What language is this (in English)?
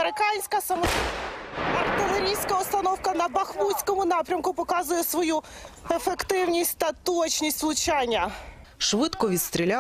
Ukrainian